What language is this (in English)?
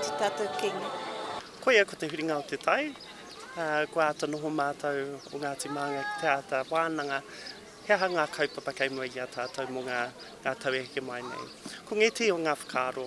Māori